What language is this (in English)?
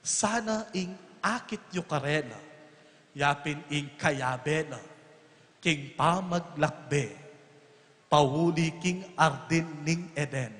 Pampanga